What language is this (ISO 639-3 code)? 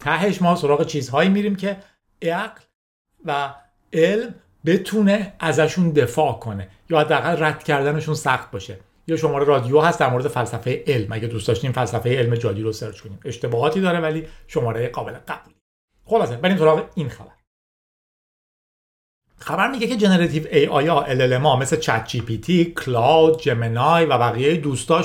fas